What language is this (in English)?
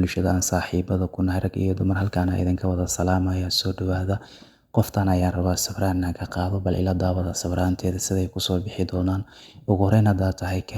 Somali